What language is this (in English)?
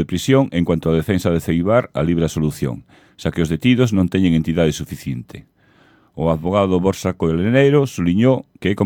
Galician